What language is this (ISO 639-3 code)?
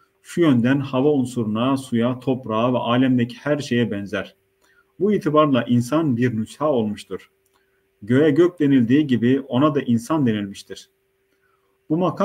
tur